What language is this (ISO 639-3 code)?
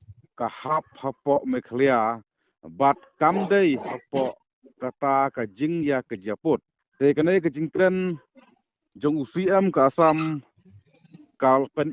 kha